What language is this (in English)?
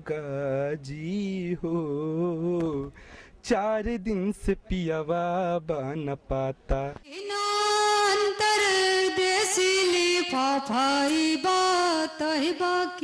Bhojpuri